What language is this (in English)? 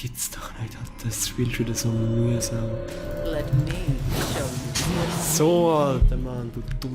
Swiss German